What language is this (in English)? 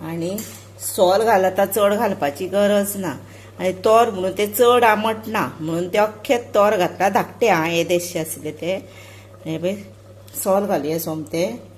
Konkani